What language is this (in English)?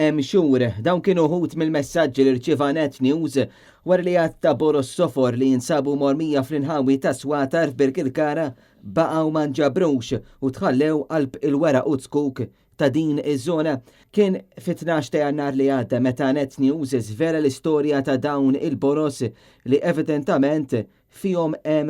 Maltese